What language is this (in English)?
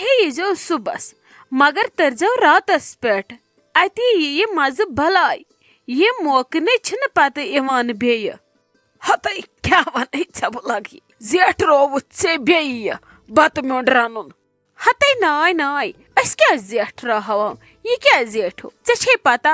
Kashmiri